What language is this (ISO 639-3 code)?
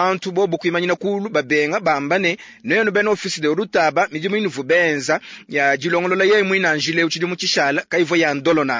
lua